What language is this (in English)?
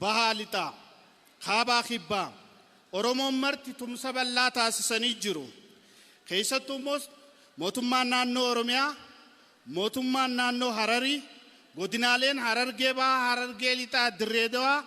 Oromo